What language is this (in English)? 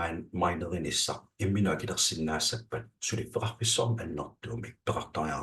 Kalaallisut